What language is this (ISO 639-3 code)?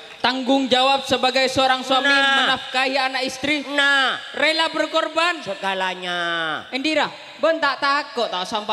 mad